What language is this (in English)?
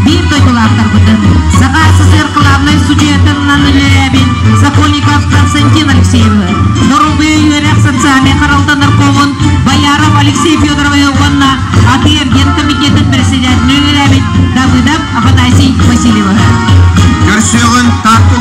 Yakut